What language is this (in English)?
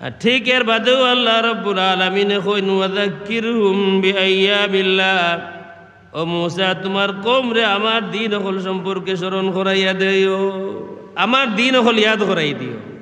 Sylheti